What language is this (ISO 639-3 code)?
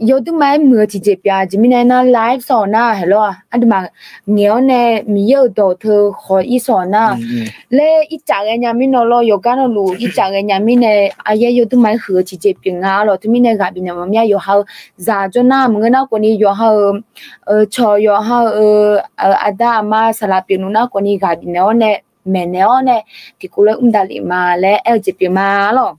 ahk